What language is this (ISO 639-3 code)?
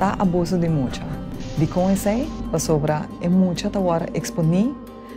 pap